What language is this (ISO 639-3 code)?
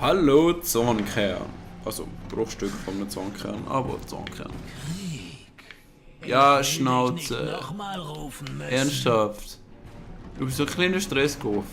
gsw